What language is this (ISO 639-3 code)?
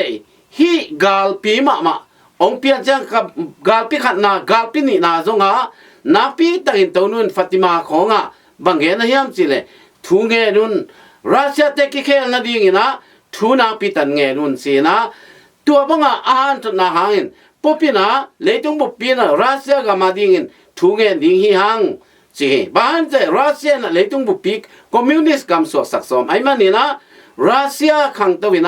ctd